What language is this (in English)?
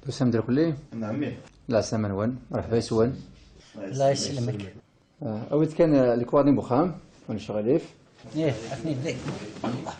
Kabyle